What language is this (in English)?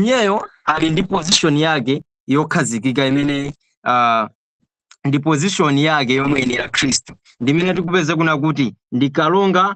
Nyanja